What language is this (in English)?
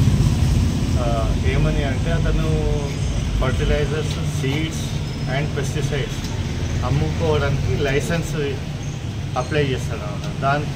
Telugu